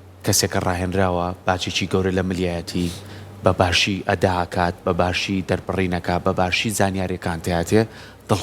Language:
Central Kurdish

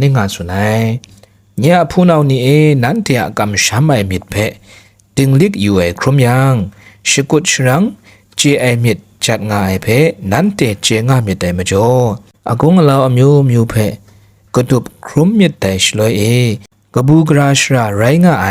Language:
Kachin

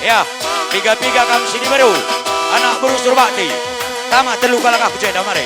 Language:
Batak Karo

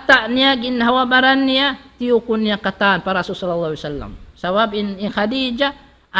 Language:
Tausug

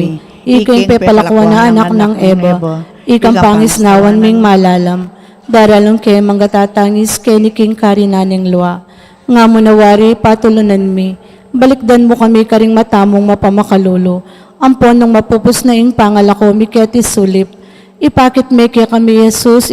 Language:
Pampanga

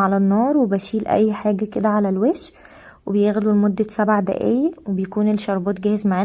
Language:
Egyptian Arabic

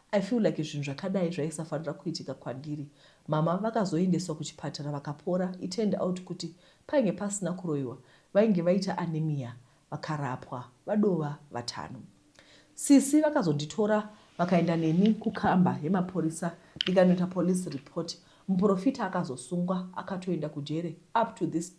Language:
Shona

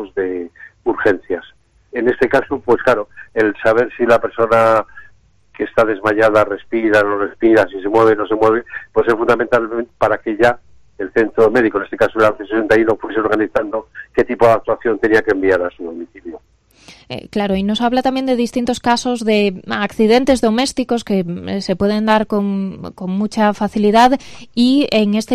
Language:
Spanish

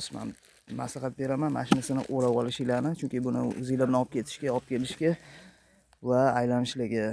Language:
Uzbek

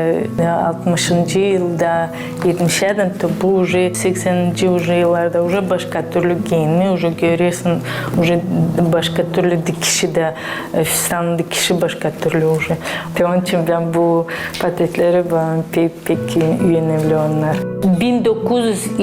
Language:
Gagauz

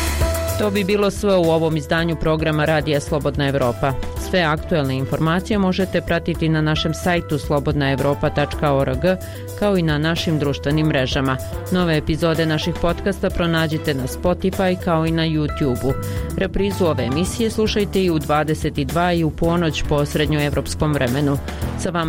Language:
Bosnian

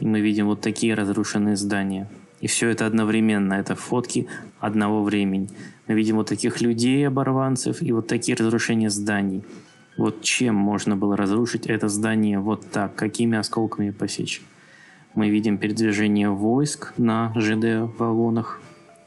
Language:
Russian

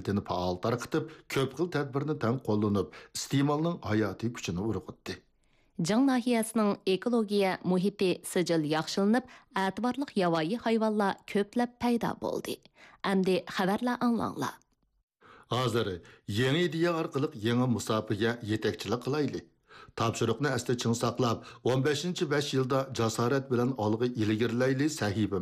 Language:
Uyghur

